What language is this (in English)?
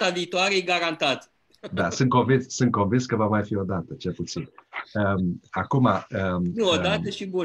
Romanian